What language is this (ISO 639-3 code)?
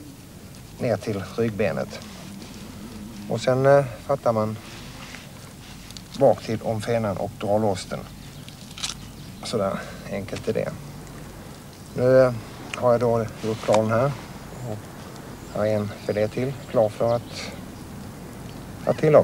swe